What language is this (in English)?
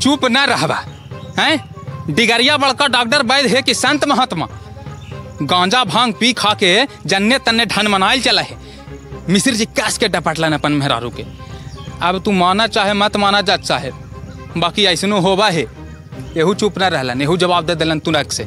Magahi